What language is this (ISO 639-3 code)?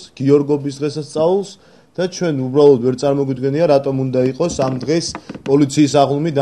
kat